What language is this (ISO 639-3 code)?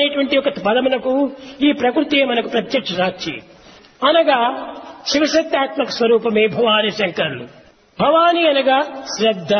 tel